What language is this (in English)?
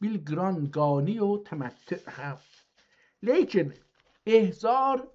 South Azerbaijani